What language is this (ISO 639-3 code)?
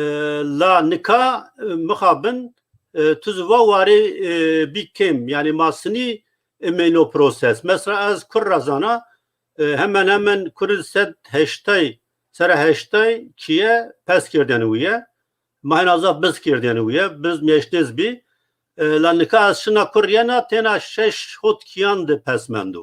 zza